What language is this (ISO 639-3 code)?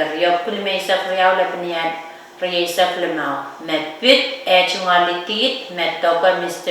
pon